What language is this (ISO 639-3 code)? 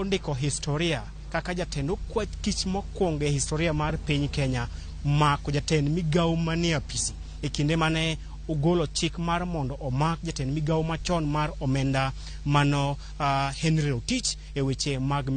luo